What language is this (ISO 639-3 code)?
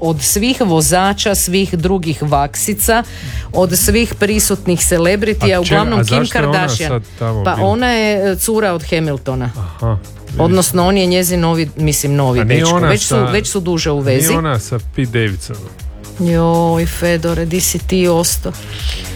hrv